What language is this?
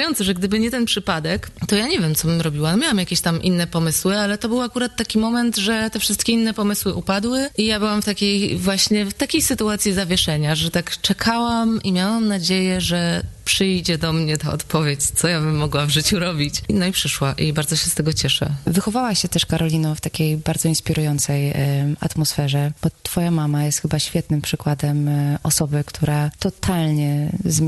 Polish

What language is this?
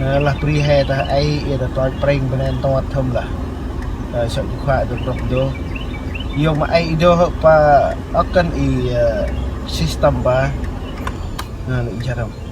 Central Mnong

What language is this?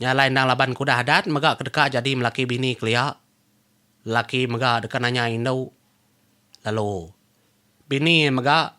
Iban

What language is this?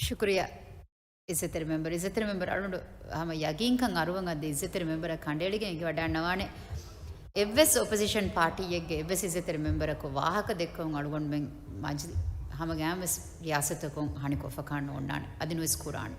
Divehi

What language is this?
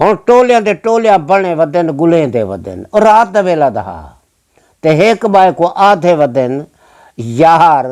Saraiki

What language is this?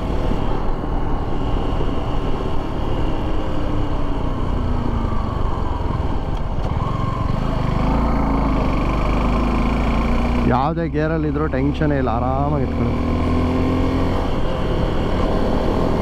Kannada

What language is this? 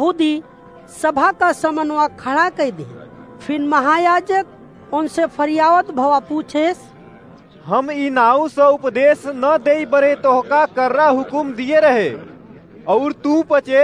Awadhi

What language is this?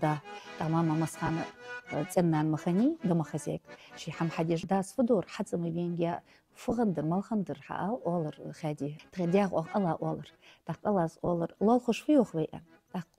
Ingush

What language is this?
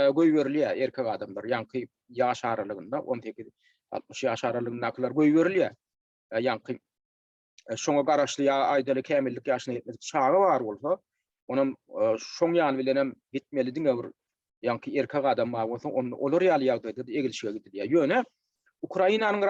Turkmen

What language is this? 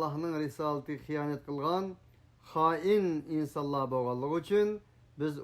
Uyghur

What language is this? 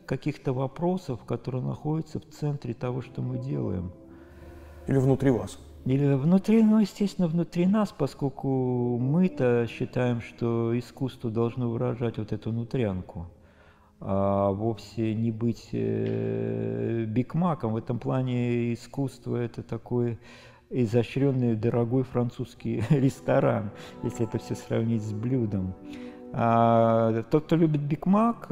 Russian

